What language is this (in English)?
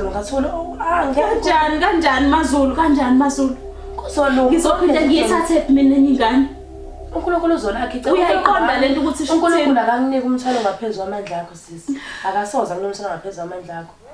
Zulu